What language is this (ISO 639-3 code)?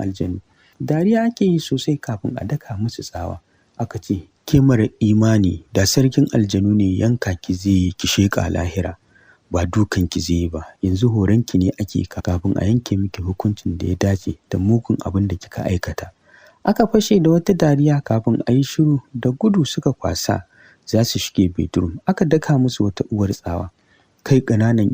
hau